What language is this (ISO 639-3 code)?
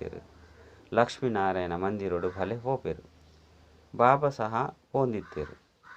tcy